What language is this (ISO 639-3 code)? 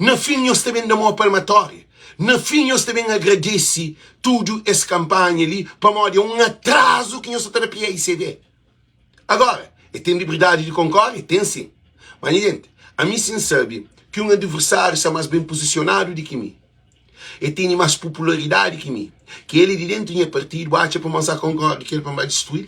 kea